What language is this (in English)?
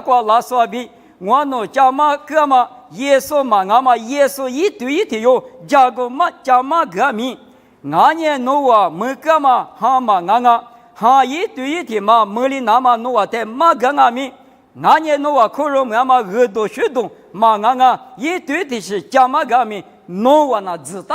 Lisu